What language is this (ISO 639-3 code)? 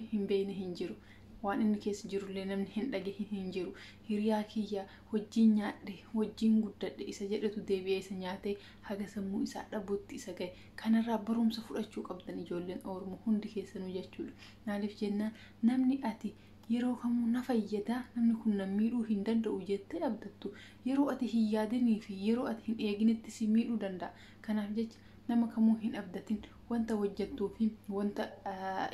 orm